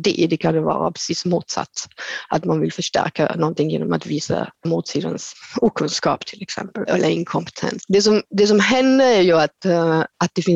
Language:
Swedish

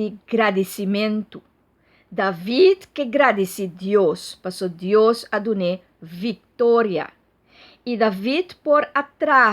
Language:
Papiamento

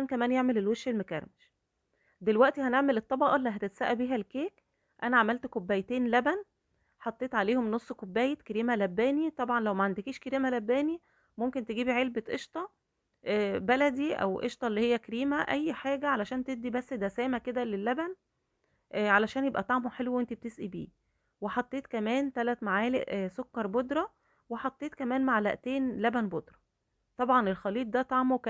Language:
Egyptian Arabic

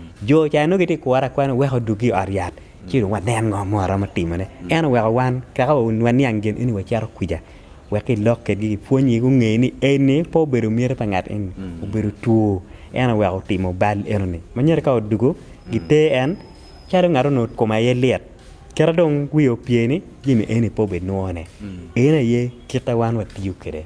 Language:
Acoli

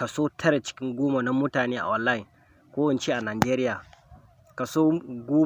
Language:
Hausa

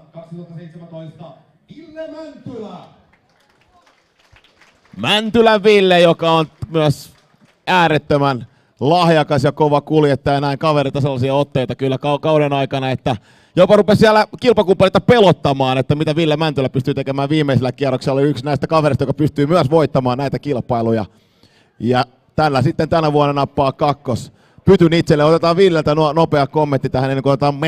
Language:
Finnish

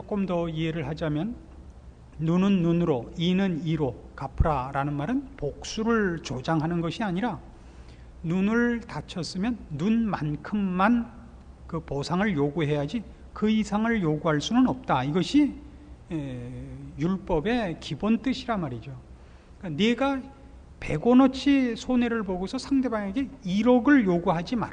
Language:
Korean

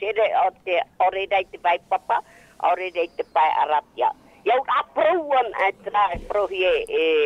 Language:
Tahitian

